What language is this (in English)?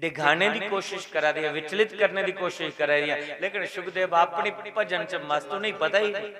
Dogri